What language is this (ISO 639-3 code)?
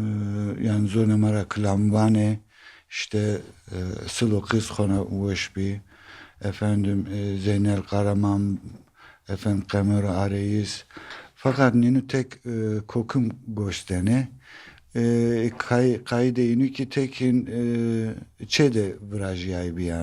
zza